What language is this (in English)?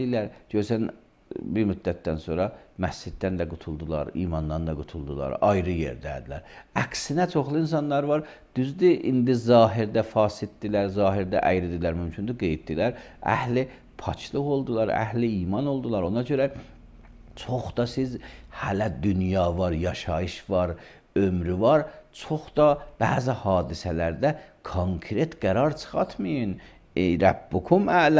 Azerbaijani